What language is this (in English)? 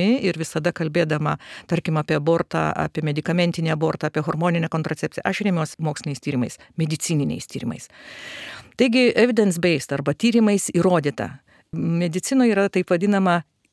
Lithuanian